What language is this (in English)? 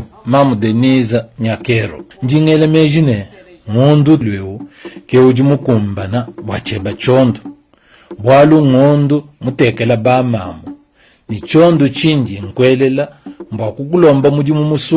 Luba-Lulua